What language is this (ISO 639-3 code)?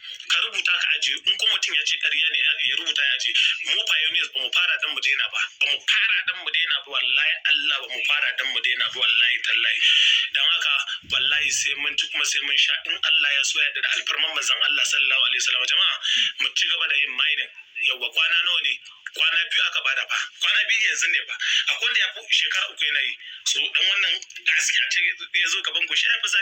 hau